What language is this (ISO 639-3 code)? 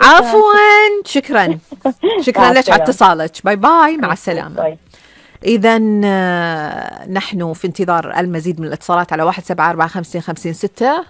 afb